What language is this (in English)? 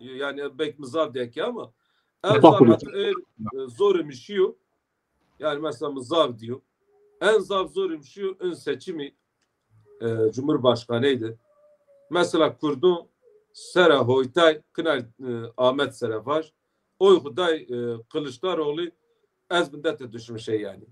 Zaza